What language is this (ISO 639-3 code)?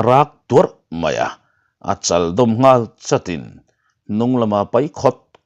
lus